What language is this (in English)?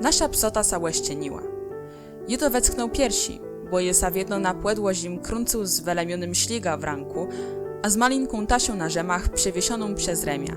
Kashubian